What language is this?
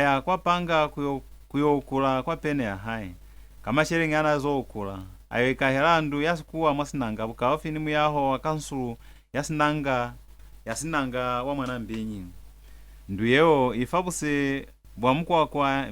Lozi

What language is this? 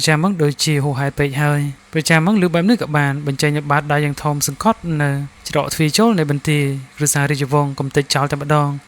Khmer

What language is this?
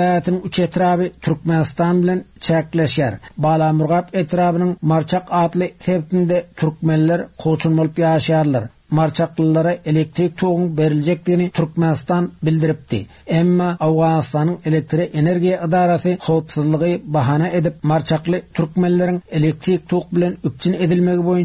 Turkmen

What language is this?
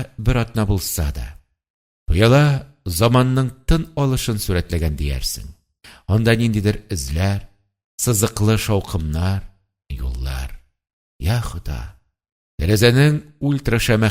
Tatar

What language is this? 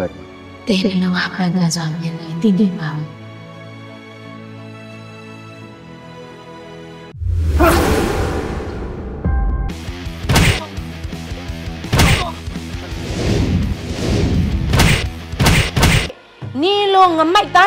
Burmese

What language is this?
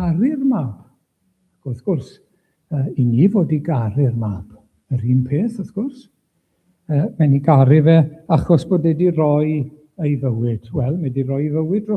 Welsh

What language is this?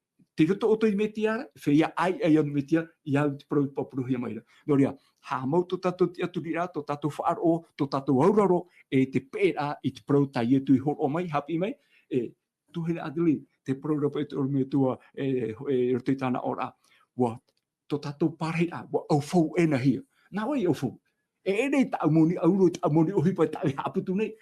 Tahitian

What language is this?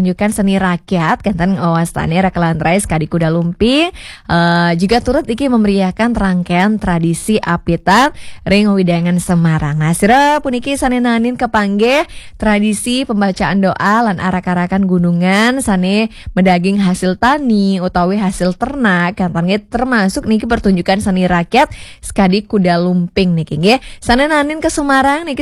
Balinese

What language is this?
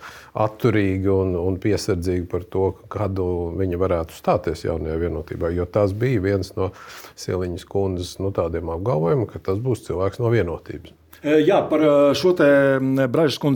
Latvian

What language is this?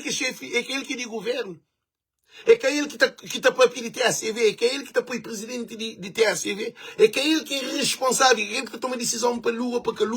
Kabuverdianu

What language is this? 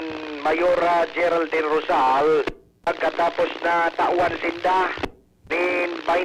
Bikol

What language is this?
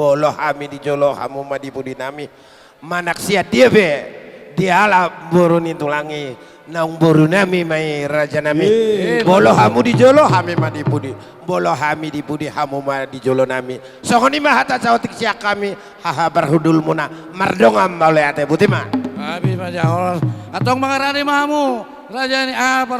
Batak Toba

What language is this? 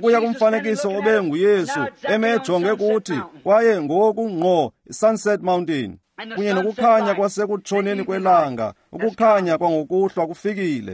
Xhosa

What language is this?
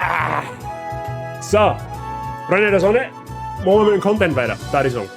Bavarian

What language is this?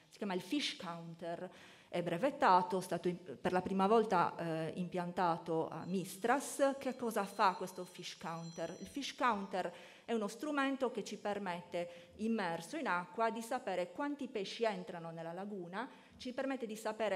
Italian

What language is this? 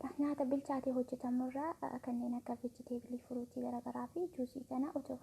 Oromo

